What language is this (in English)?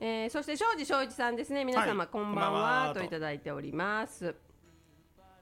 Japanese